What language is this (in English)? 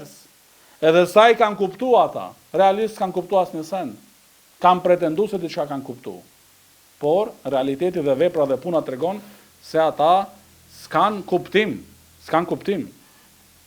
Albanian